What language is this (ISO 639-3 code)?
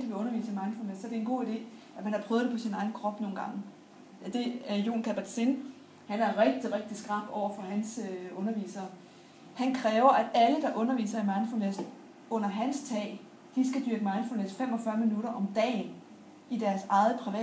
dan